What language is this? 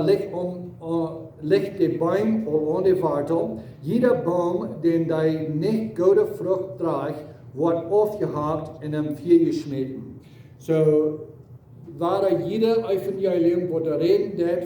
Plautdietsch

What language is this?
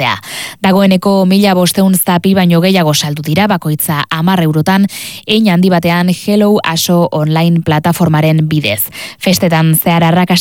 Basque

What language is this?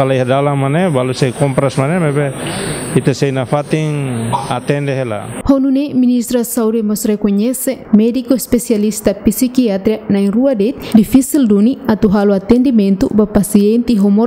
Tetum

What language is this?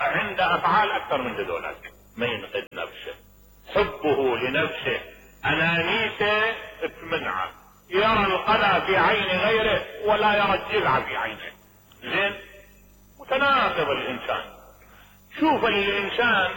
Mesopotamian Arabic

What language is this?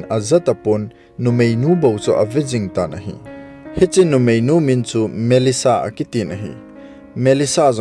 Thado Chin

